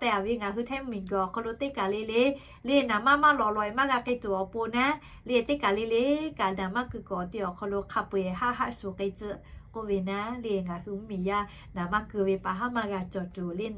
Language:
Lahu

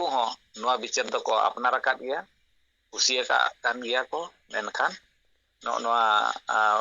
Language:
Santali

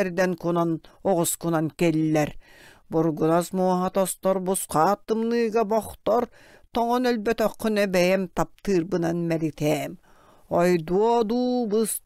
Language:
Yakut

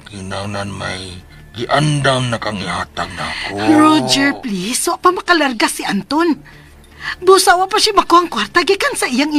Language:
Cebuano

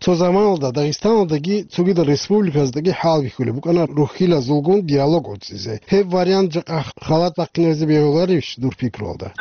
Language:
Avaric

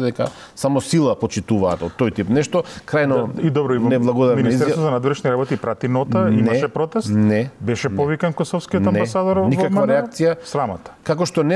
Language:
Macedonian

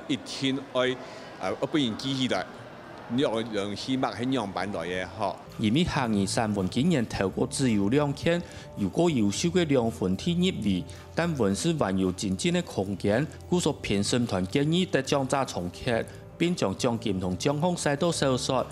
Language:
Hakka Chinese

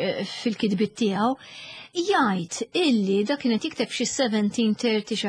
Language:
Maltese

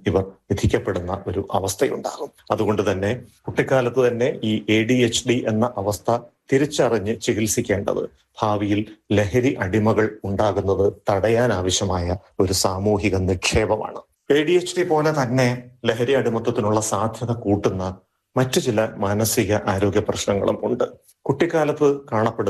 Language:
Malayalam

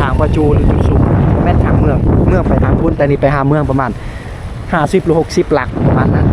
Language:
Lao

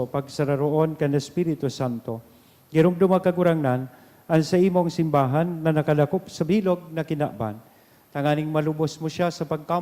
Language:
Bikol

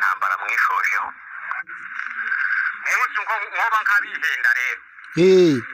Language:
Kinyarwanda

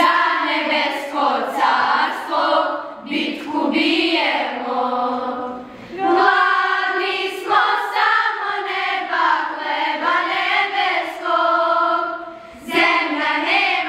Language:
Serbian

